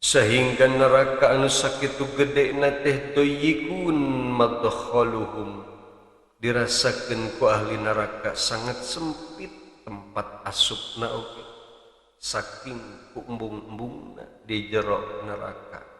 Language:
Sundanese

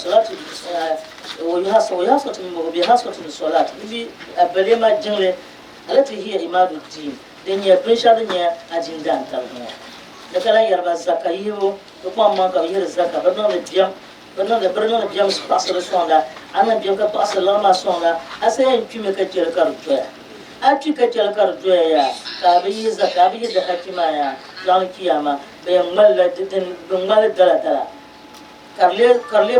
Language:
Dagbani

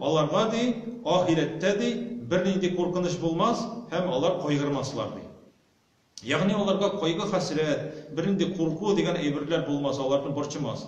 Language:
Tatar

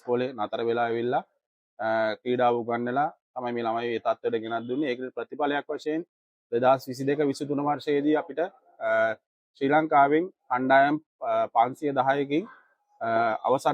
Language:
Sinhala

